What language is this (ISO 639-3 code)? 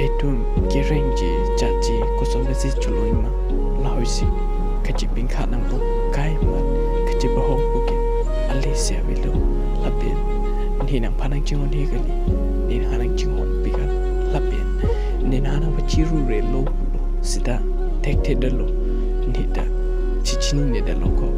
mjw